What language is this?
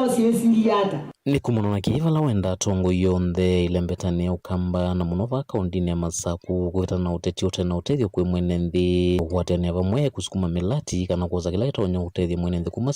Kamba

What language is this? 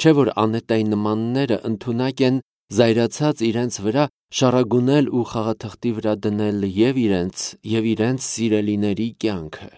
Armenian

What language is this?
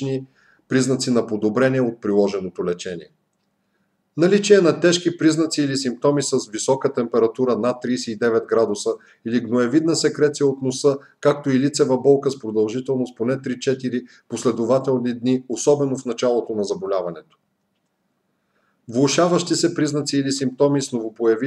Bulgarian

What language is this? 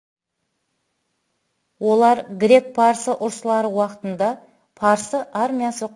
Kara-Kalpak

